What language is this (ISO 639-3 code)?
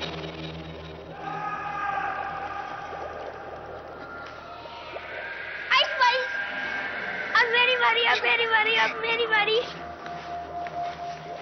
hin